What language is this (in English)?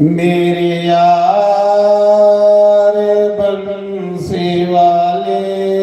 Dogri